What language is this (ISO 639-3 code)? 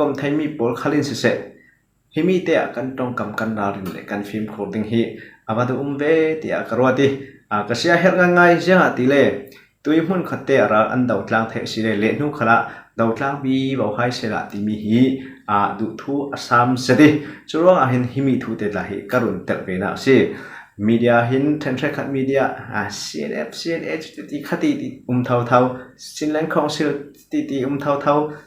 cfm